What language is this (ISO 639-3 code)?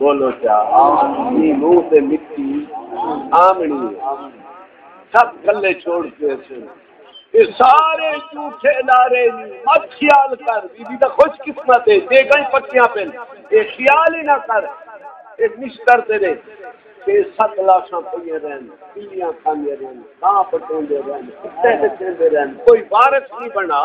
skr